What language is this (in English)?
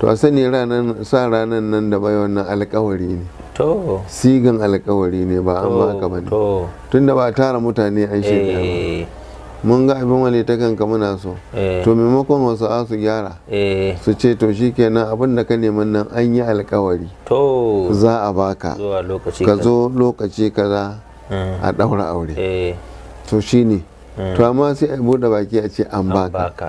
Hausa